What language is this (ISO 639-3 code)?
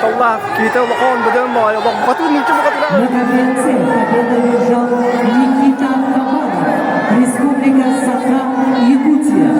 sah